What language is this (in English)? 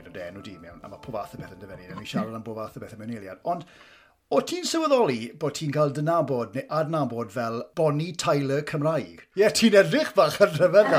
Welsh